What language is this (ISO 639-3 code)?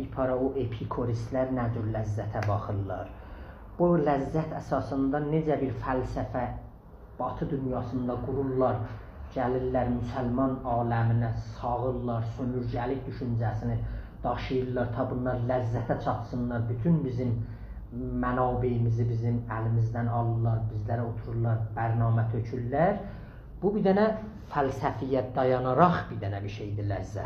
azb